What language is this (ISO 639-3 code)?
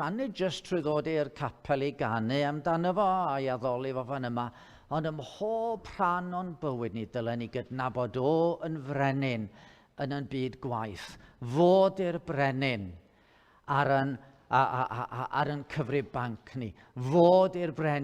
cym